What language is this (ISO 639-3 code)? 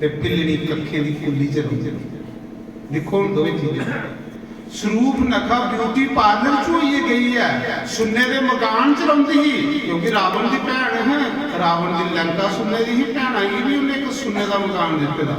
doi